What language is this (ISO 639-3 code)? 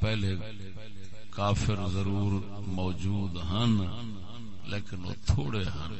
skr